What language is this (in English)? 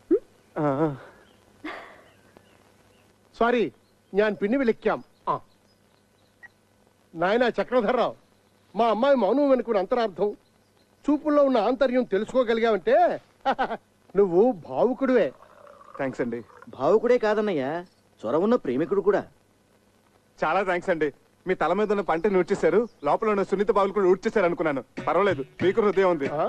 Telugu